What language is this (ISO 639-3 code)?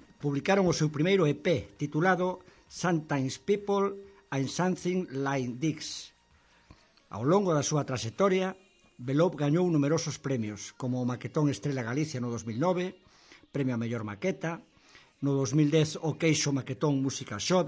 glg